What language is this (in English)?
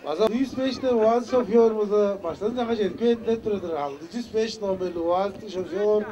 Tuvinian